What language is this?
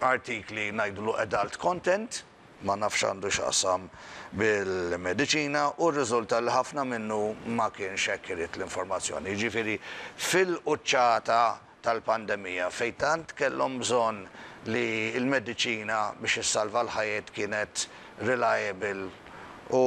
Maltese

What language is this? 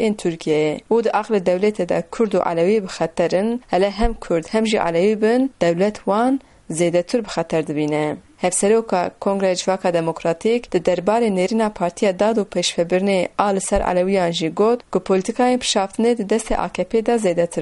Kurdish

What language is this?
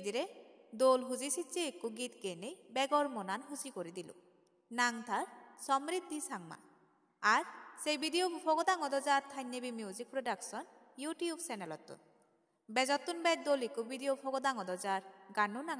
Chakma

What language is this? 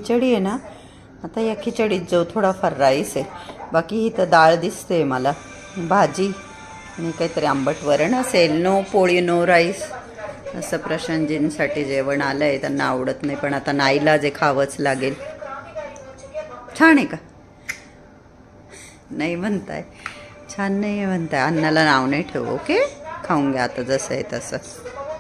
Marathi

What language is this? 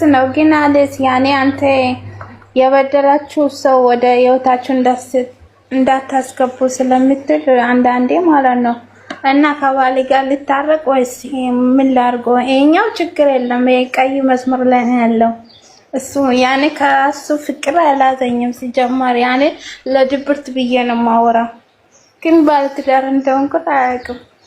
Amharic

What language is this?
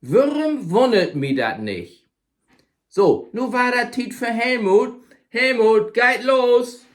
Low German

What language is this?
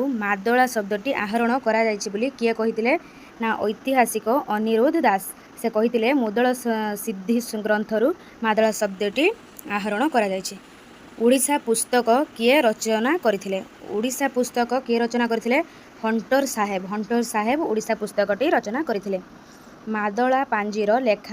Odia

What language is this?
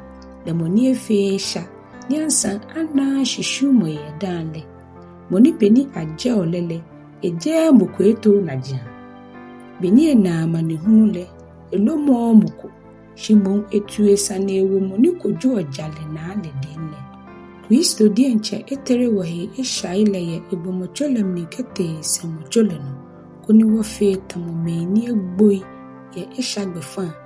Ga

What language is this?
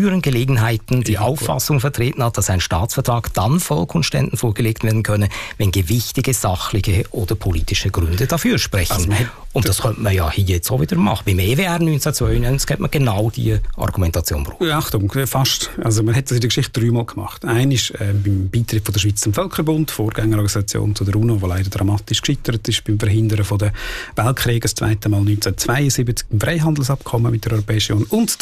German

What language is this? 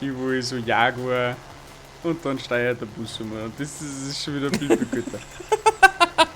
Bavarian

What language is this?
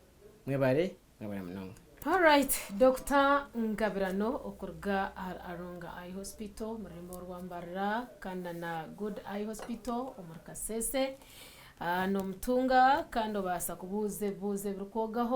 Nyankole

